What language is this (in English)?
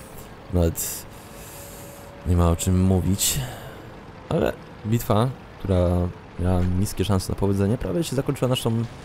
Polish